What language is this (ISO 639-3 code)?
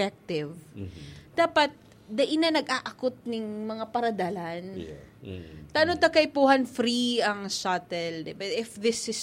bik